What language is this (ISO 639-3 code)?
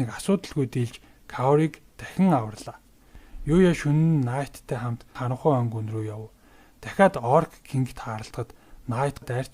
mon